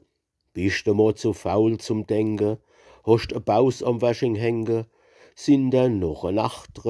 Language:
Palatine German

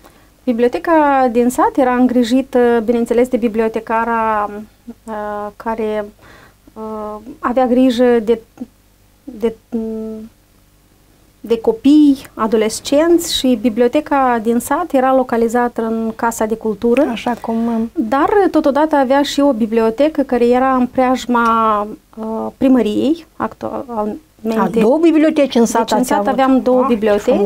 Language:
Romanian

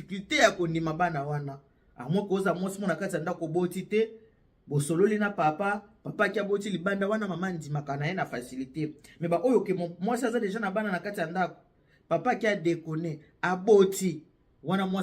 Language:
Lingala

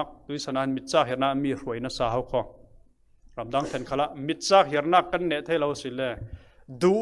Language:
Falam Chin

